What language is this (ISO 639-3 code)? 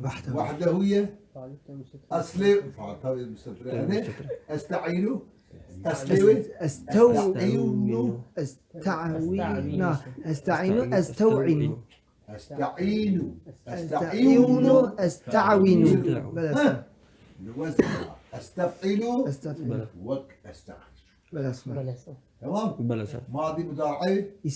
kur